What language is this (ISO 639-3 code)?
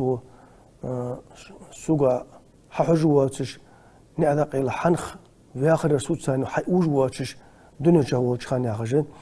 inh